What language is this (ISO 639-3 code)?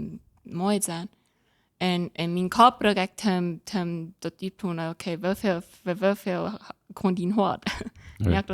pdt